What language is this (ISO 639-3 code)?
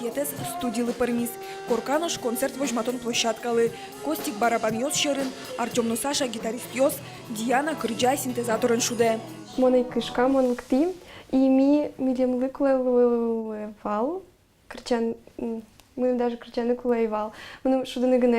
udm